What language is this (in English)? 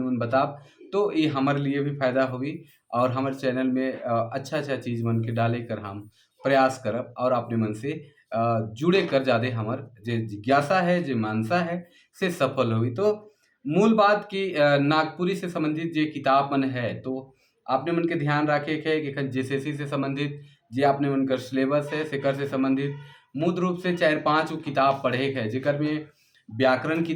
Sadri